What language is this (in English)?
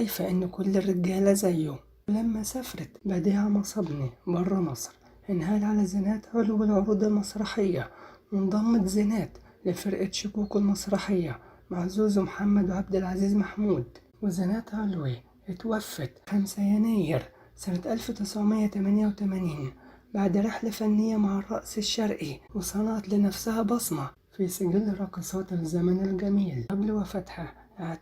Egyptian Arabic